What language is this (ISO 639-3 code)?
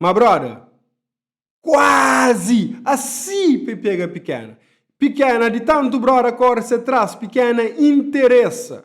kea